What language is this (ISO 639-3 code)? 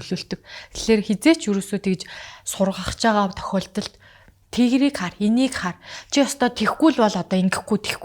mon